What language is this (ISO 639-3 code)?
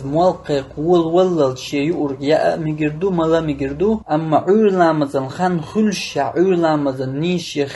che